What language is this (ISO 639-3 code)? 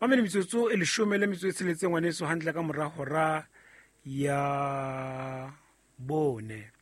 sot